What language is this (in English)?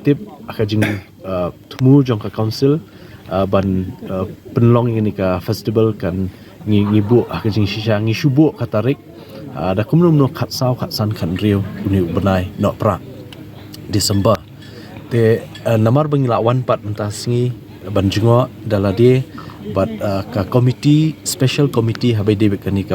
Khasi